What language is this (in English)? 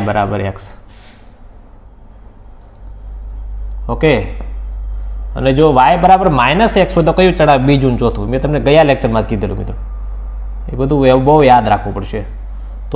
Gujarati